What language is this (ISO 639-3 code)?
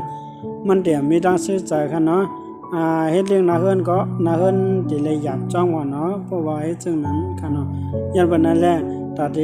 shn